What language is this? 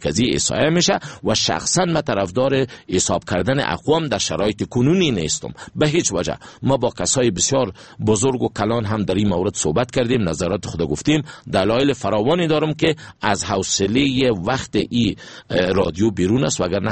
Persian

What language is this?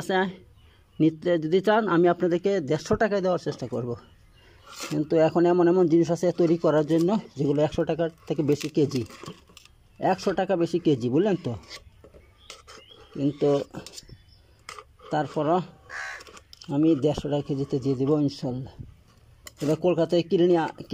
Bangla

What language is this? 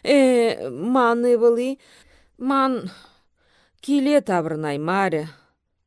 Chuvash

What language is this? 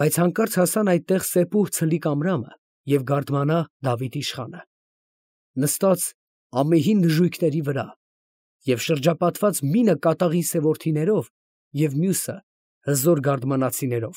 Armenian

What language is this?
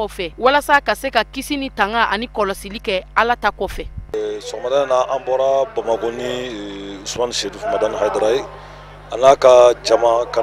Bambara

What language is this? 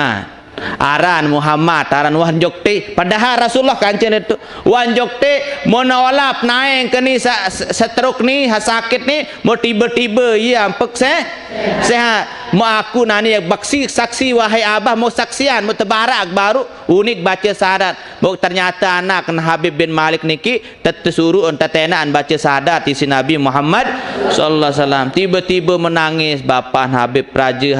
Sasak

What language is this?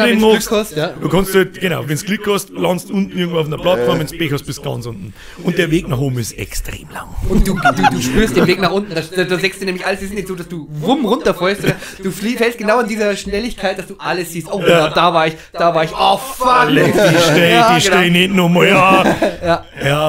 Bavarian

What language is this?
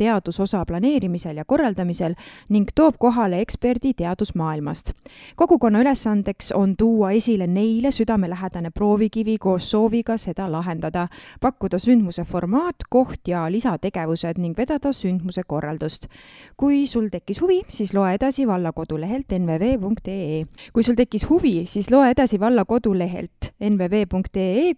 Estonian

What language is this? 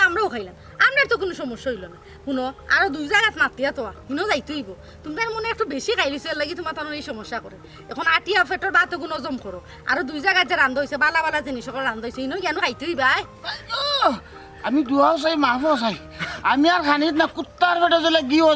Sylheti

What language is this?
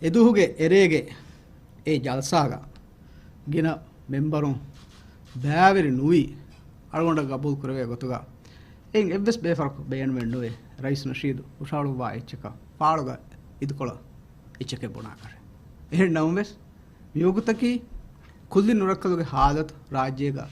Divehi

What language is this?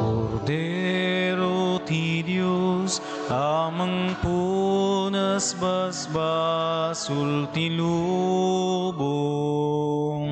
Iloko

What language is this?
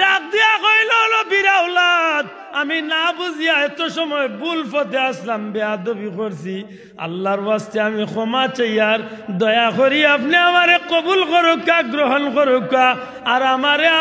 Sylheti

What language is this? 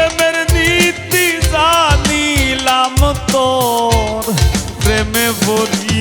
Sylheti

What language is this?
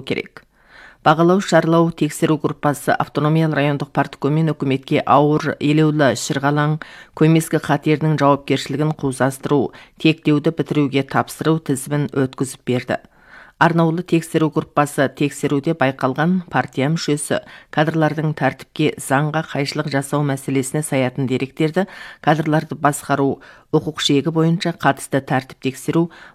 Kazakh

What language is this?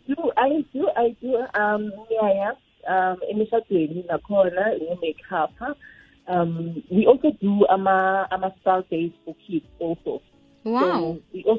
South Ndebele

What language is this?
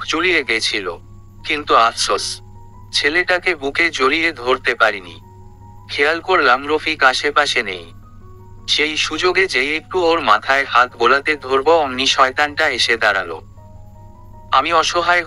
Bangla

